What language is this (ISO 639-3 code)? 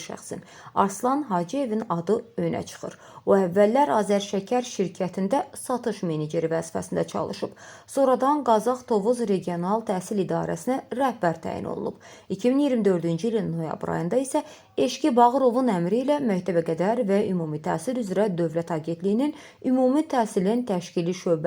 aze